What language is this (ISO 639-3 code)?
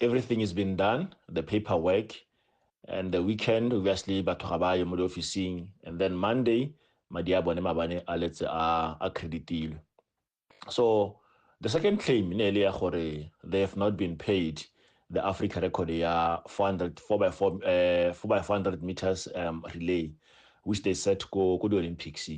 tsn